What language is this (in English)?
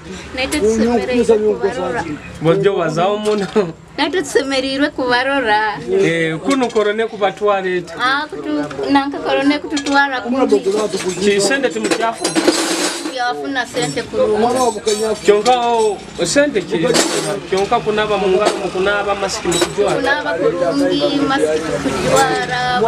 Nyoro